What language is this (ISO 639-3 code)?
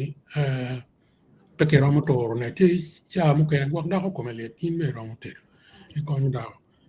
ach